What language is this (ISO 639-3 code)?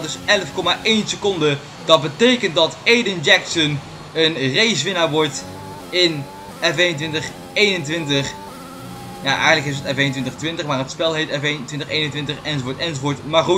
nld